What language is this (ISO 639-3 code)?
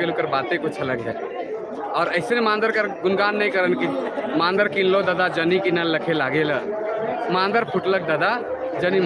sck